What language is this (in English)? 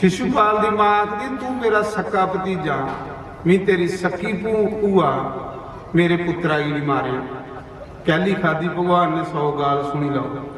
Dogri